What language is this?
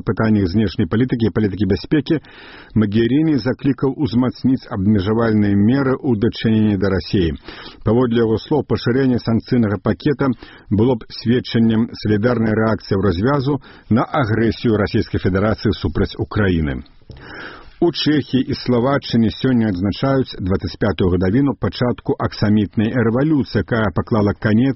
Belarusian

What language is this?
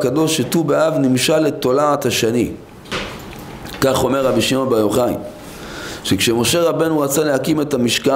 Hebrew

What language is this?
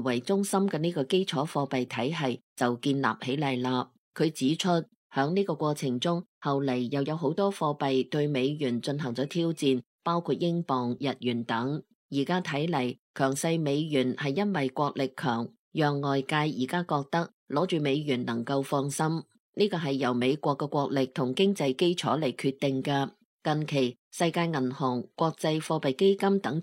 Cantonese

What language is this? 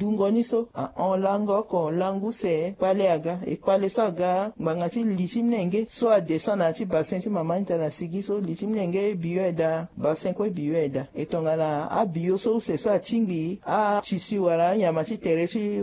Sango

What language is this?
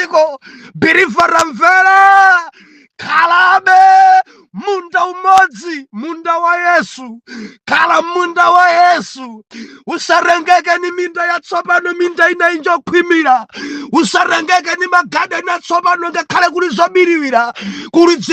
Nyanja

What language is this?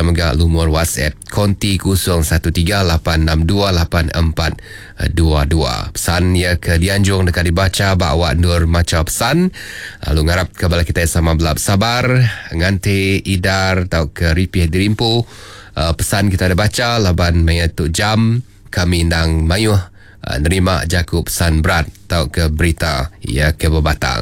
Iban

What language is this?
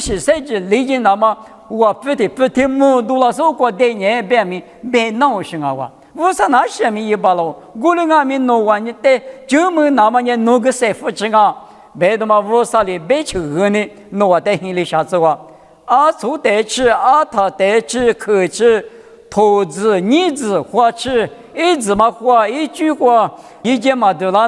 Lisu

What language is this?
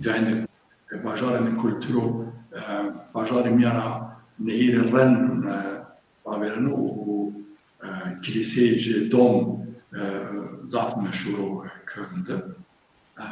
Zaza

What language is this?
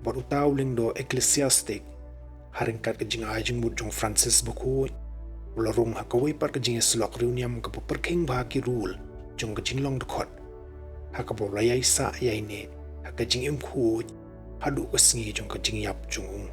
Khasi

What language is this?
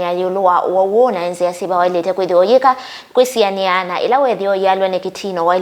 Kamba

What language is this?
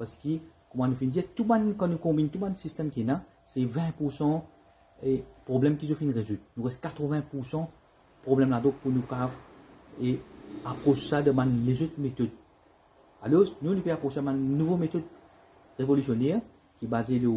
Morisyen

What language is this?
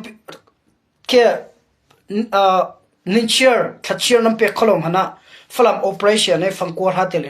Hakha Chin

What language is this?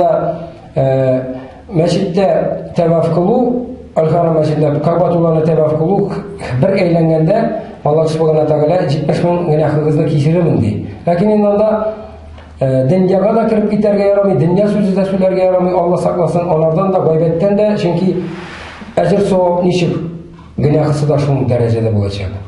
Tatar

